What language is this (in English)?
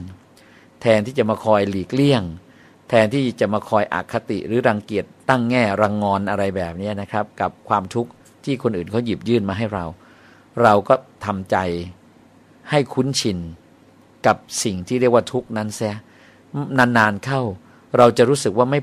Thai